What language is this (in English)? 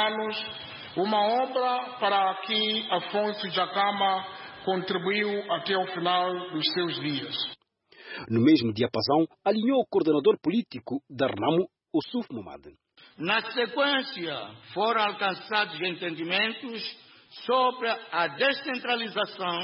Portuguese